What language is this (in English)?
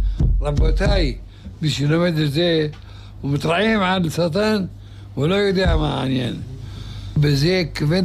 Hebrew